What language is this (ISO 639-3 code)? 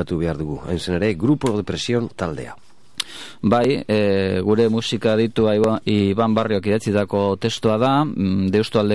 eus